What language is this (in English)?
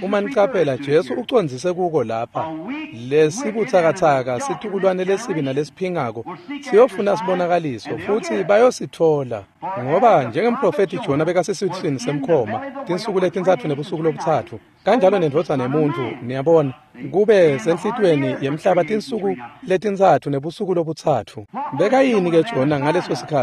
Swati